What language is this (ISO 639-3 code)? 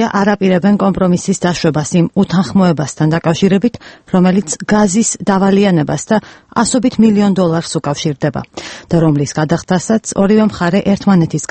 kat